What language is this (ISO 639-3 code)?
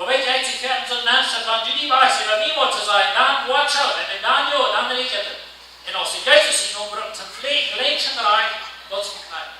pdt